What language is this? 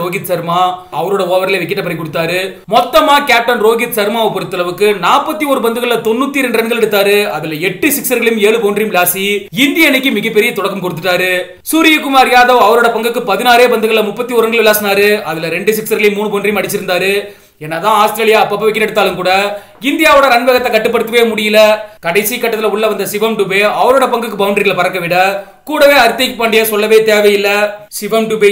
Tamil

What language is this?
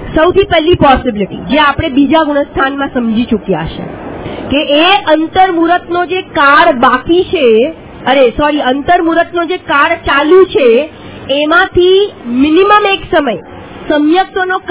Gujarati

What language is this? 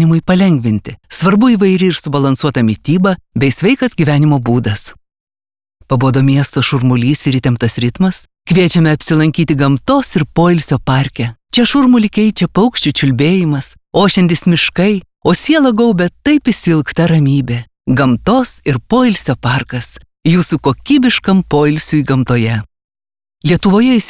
Lithuanian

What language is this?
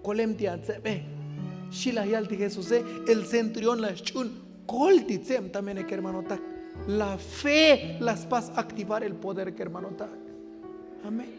Tzotzil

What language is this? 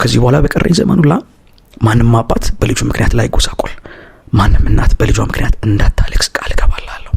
Amharic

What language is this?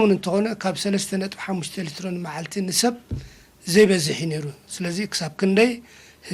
Tigrinya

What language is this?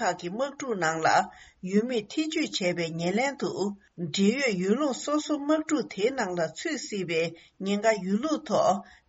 Tibetan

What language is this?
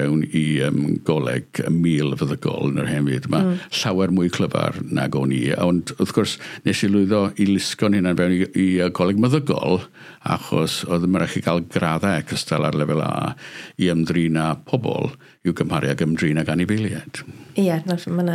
Welsh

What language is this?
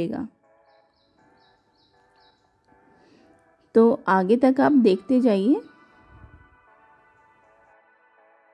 Hindi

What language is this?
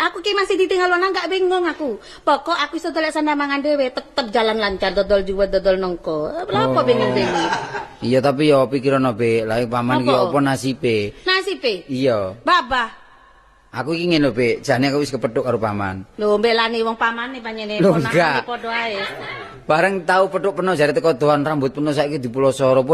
Javanese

